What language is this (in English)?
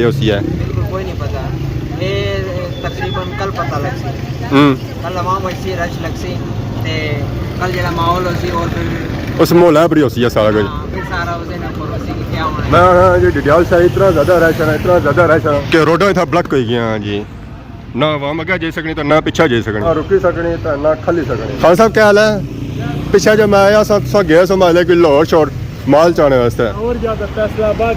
Pahari-Potwari